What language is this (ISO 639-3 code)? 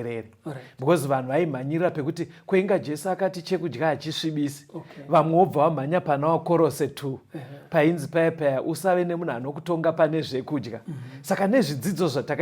sna